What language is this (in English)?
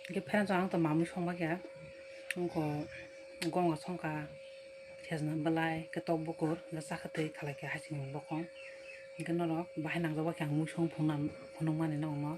Kok Borok